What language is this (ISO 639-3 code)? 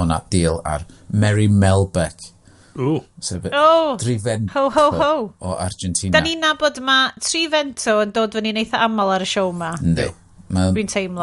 cym